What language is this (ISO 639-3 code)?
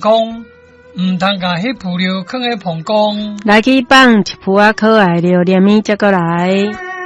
nan